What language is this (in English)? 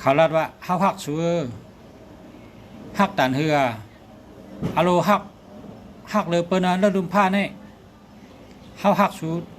Shan